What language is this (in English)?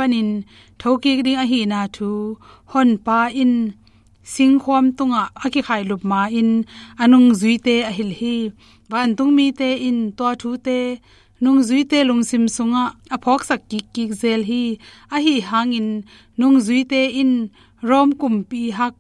Tedim Chin